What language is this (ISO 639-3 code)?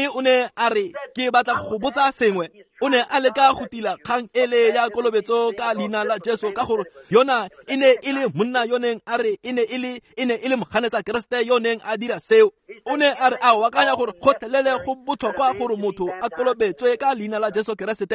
tsn